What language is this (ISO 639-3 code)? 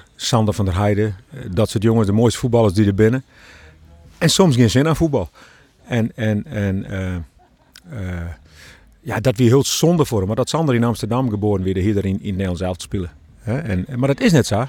fry